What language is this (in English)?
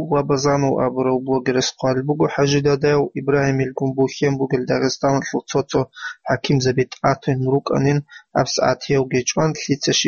Avaric